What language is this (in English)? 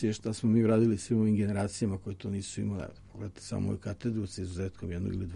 Serbian